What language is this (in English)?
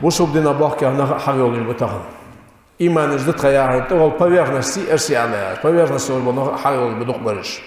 Ingush